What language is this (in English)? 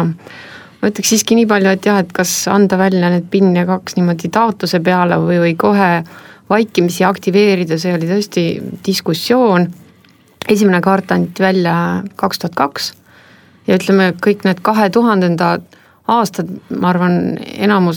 Estonian